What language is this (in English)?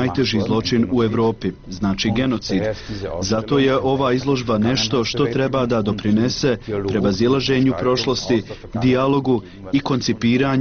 Bosnian